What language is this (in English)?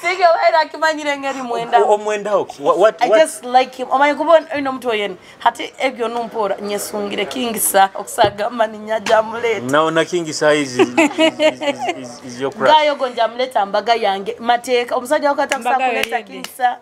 Nyoro